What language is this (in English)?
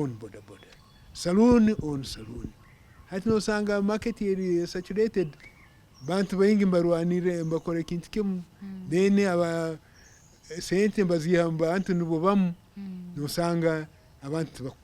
Nyankole